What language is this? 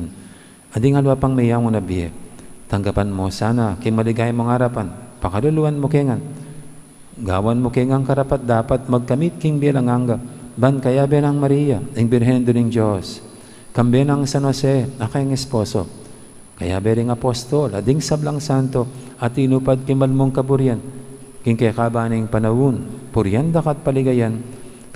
Pampanga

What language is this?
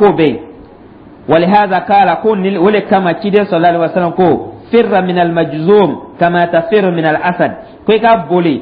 Dyula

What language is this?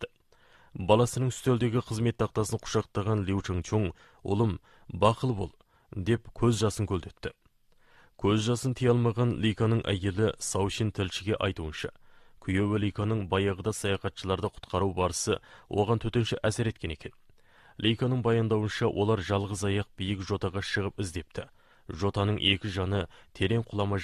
Kazakh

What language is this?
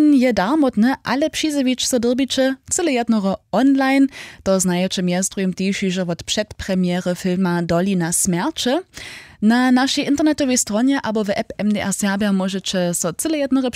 Upper Sorbian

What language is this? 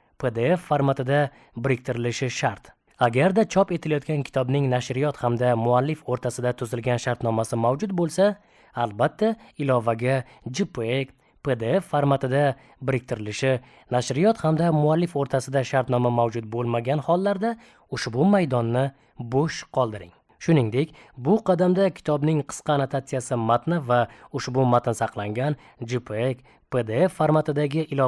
Uzbek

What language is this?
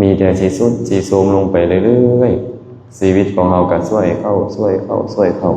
Lao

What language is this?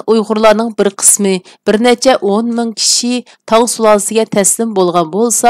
Uyghur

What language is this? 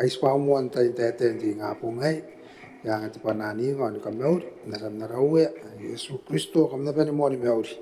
Gilbertese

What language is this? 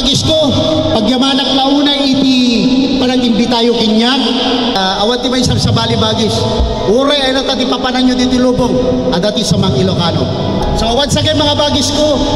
Iloko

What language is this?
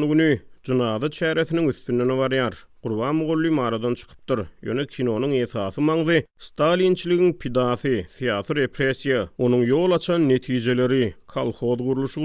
Turkmen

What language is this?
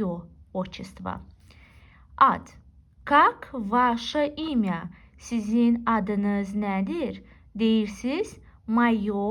Azerbaijani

